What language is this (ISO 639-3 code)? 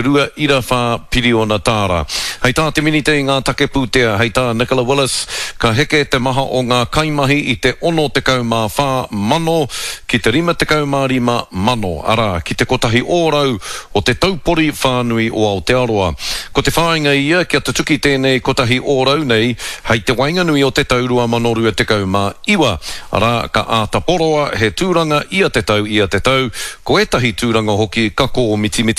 mri